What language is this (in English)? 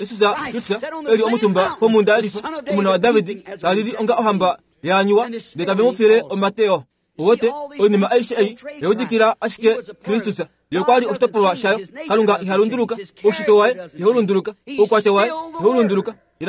Kuanyama